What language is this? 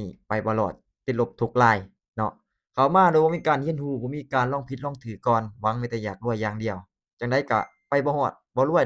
Lao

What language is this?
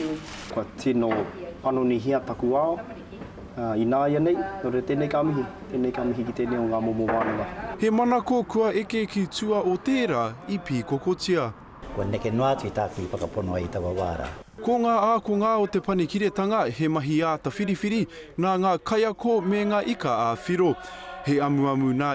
Māori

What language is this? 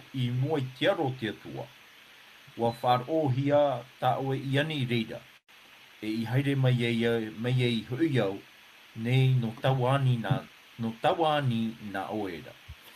Tahitian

